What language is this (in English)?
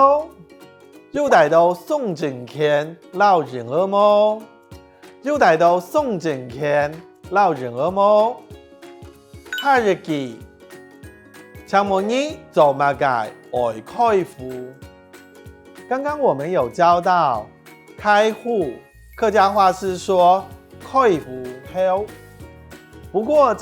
Hakka Chinese